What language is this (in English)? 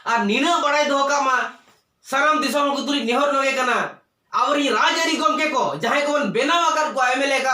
Santali